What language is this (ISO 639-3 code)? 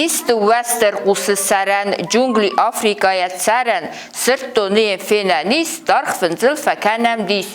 oss